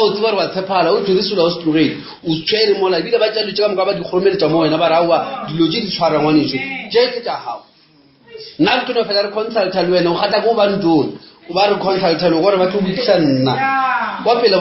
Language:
Northern Sotho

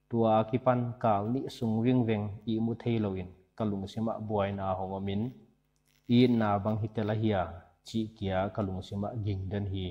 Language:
Paite Chin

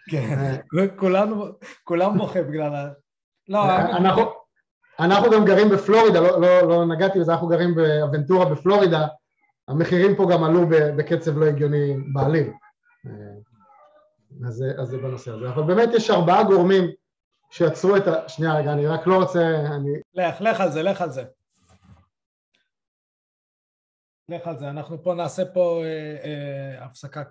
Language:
Hebrew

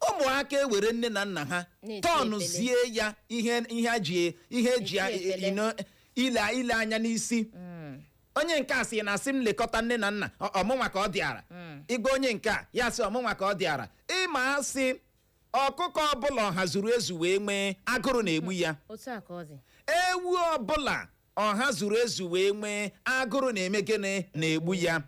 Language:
Igbo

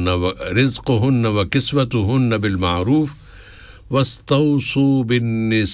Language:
Urdu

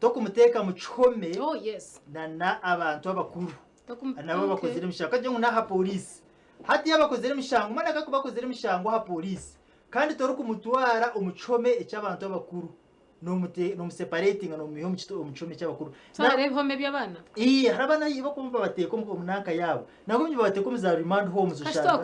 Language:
Nyankole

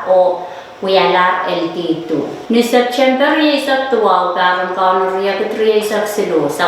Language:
Pohnpeian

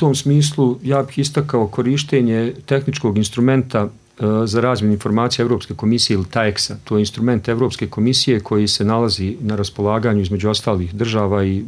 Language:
Bosnian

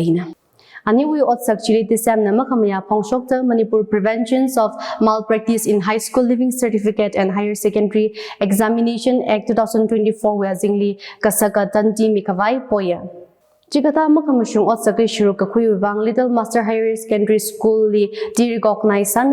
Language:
Tangkhul Naga (India)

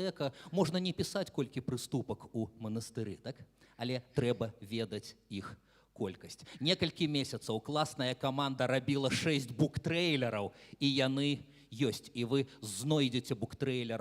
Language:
Belarusian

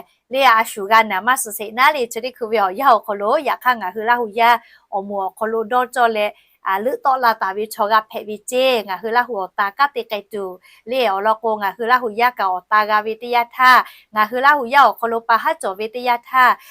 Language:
Lahu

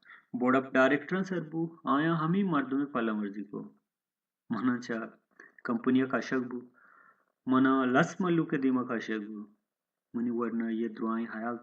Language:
Baluchi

